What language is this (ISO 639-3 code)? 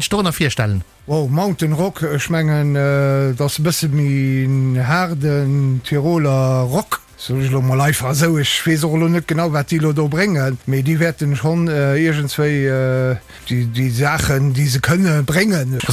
ltz